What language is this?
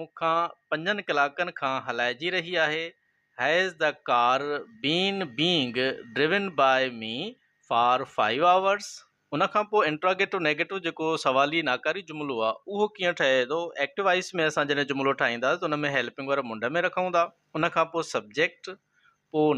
Sindhi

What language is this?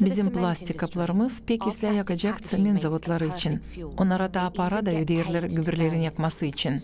Gagauz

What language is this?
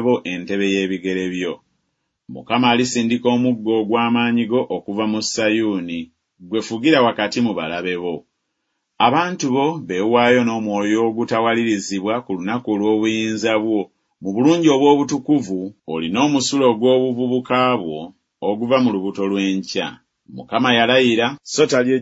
Ganda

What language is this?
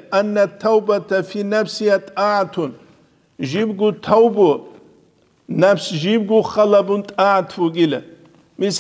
Avaric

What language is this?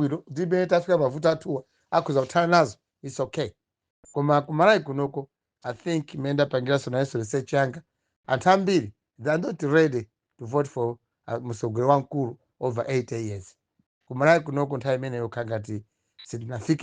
Nyanja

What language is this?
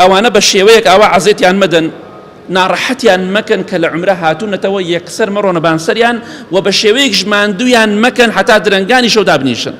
Central Kurdish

